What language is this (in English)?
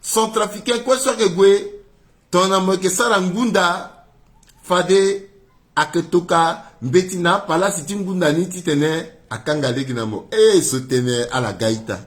Sango